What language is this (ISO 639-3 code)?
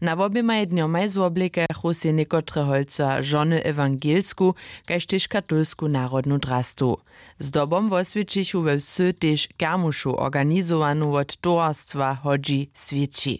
hsb